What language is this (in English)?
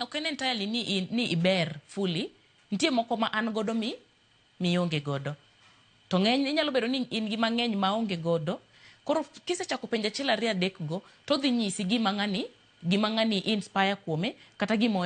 Luo (Kenya and Tanzania)